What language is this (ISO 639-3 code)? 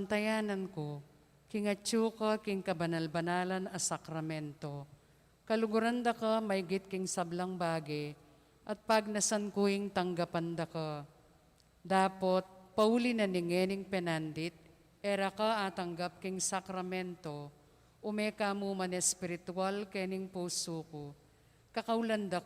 pam